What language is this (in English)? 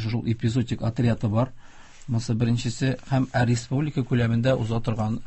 Tatar